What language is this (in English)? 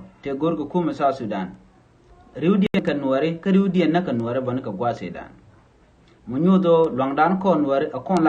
Nuer